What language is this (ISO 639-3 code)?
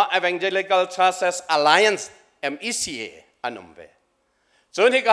cnh